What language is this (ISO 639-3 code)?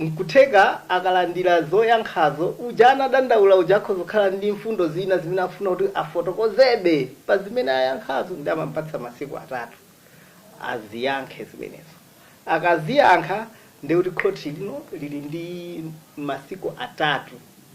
nya